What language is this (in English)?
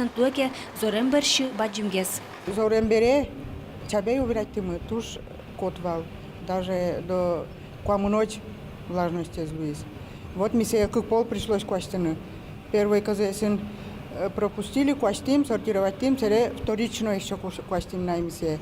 Udmurt